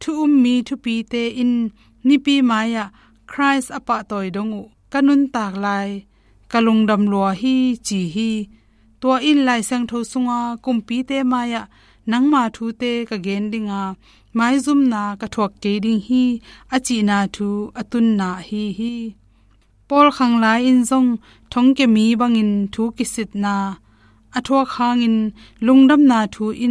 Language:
Tedim Chin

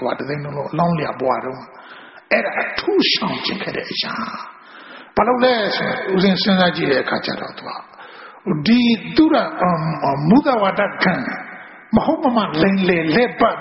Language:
Burmese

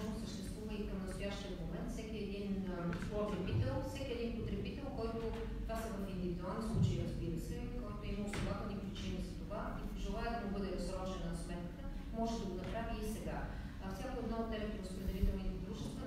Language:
Bulgarian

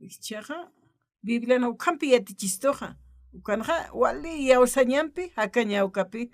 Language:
Aymara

